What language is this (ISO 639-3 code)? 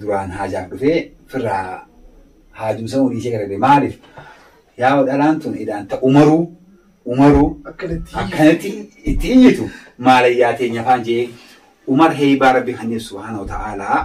orm